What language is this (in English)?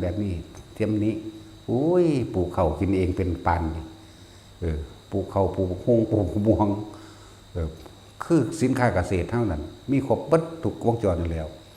Northeastern Thai